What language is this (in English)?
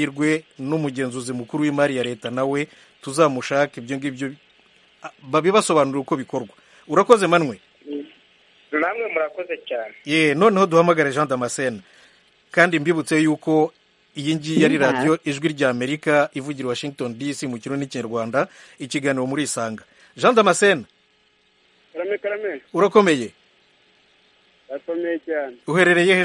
Kinyarwanda